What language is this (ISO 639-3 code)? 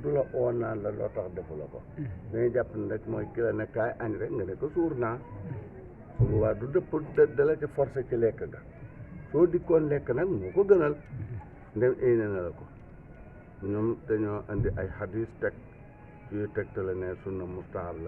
wol